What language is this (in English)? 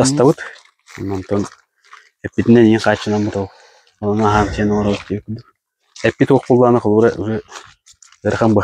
Yakut